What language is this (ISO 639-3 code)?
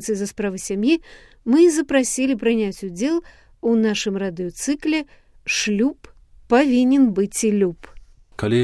bel